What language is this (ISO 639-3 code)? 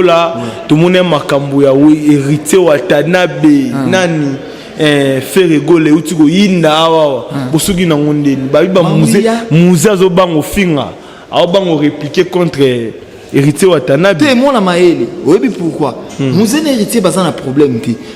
lin